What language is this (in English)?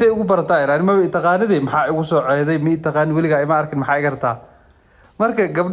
Somali